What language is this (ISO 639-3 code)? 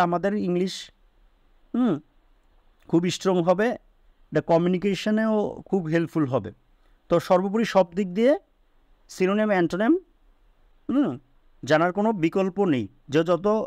ben